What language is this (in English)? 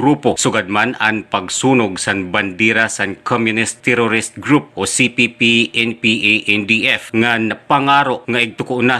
Waray